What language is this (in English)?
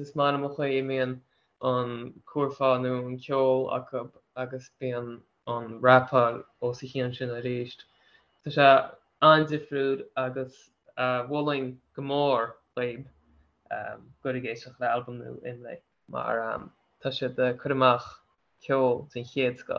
Irish